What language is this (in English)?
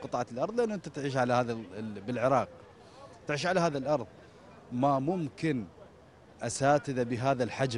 Mesopotamian Arabic